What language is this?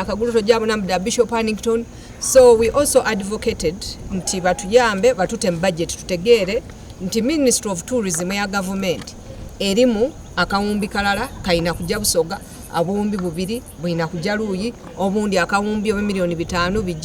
Soga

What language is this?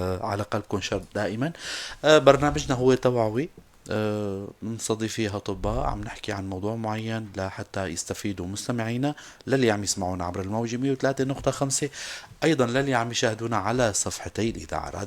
North Levantine Arabic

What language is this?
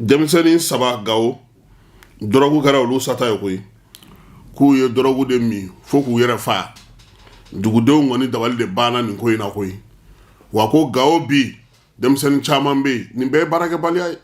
Bambara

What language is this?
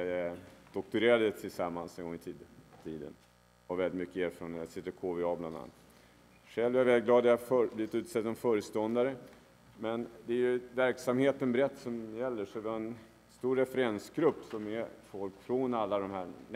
Swedish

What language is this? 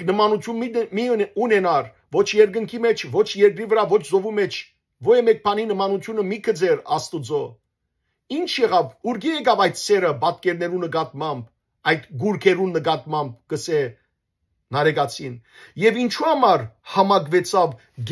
Western Armenian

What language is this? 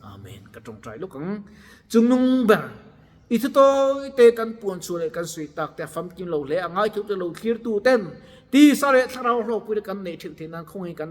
Mizo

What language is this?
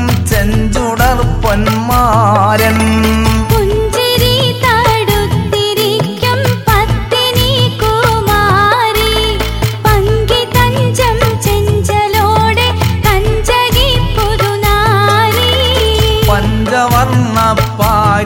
Malayalam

